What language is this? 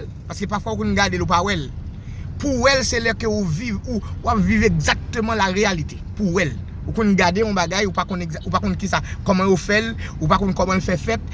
Haitian Creole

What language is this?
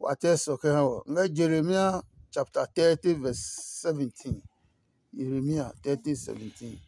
Adangme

